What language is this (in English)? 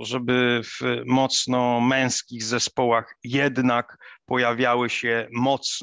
Polish